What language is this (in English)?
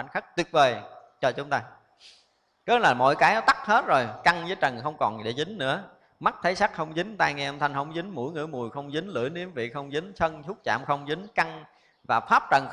Vietnamese